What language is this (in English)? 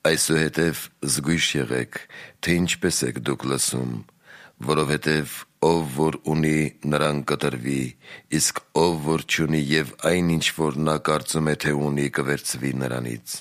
Armenian